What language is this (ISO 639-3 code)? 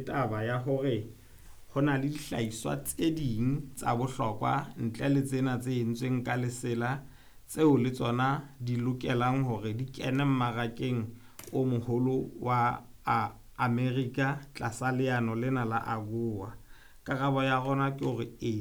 sot